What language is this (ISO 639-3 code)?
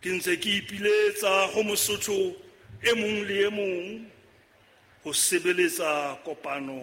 sot